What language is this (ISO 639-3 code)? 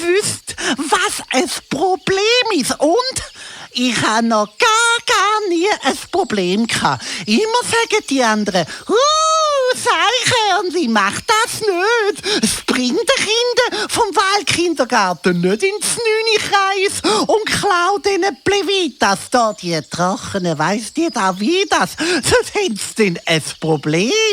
gsw